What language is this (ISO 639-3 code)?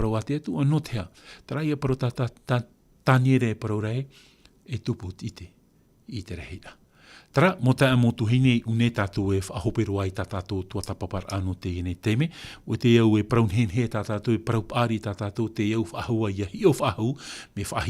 tah